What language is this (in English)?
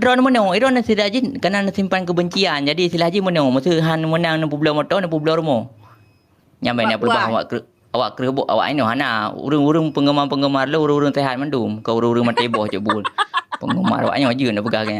Achinese